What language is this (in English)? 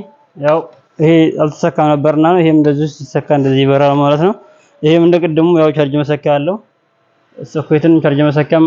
Amharic